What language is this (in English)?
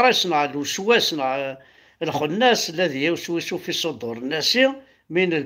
Kabyle